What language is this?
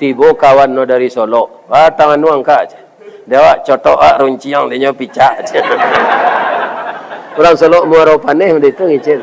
Minangkabau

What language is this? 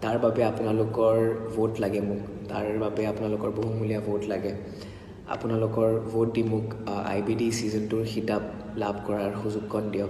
Assamese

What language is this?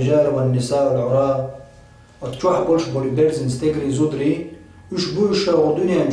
Chechen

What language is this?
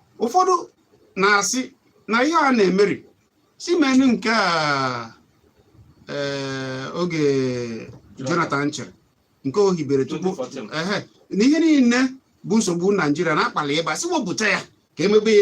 Igbo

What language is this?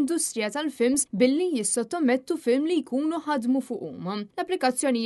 Maltese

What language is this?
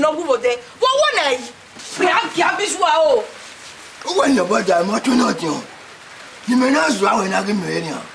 Bini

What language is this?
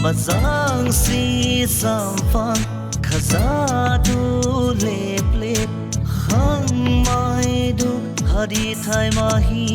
Dimasa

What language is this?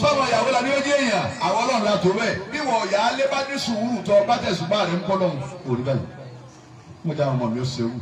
Yoruba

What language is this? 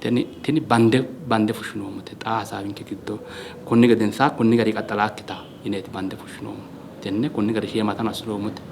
Sidamo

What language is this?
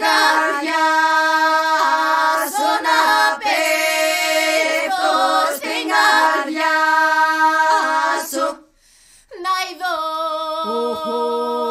Greek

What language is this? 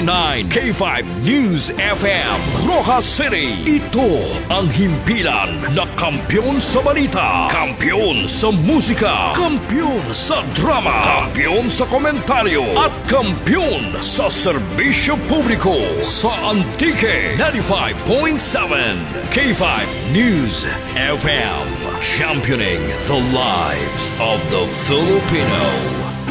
Filipino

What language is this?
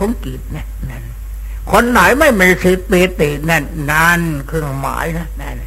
Thai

